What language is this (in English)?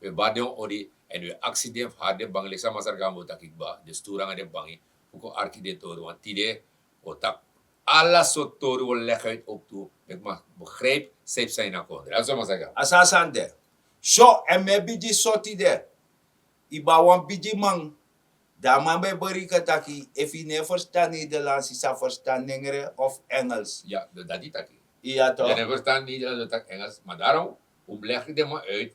Sranan Tongo